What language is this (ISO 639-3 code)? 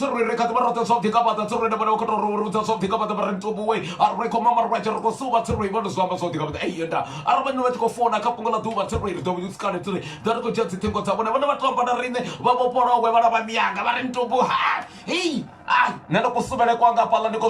ven